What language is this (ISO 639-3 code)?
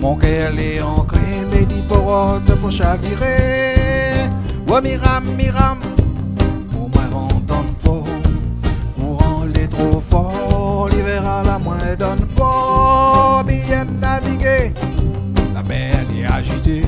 rcf